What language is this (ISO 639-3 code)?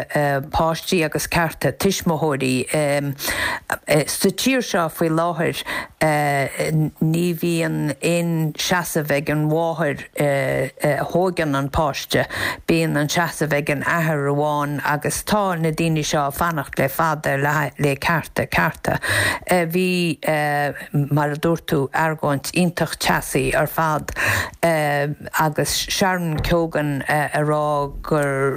gle